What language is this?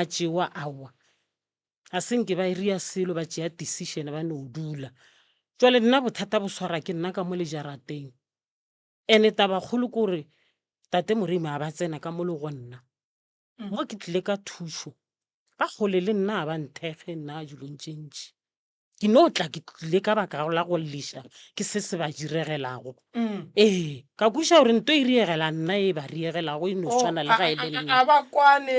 Northern Sotho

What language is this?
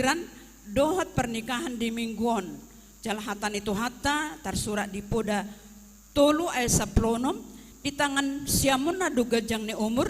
Batak Toba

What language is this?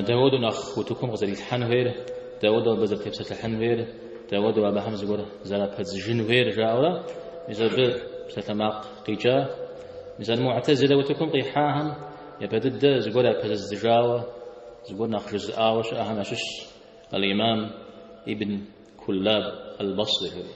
Kabardian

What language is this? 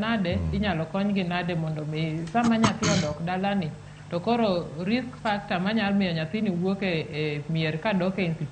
Luo (Kenya and Tanzania)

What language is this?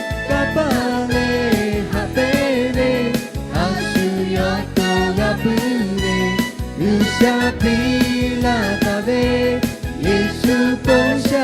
Lahu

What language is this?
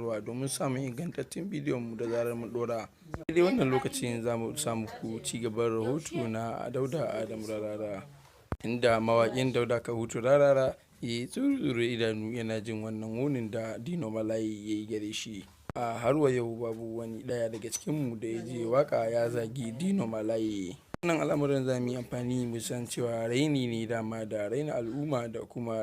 Hausa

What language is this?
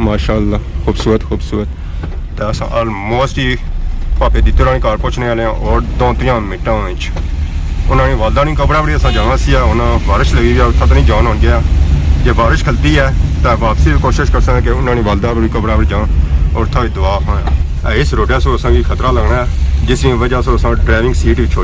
Pahari-Potwari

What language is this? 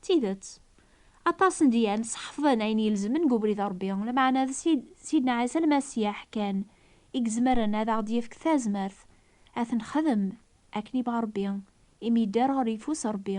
Kabyle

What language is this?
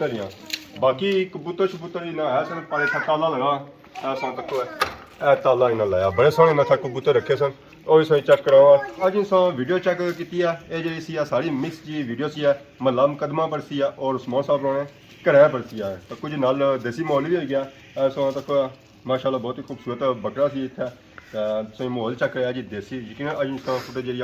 Pahari-Potwari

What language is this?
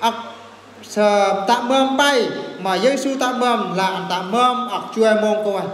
Eastern Bru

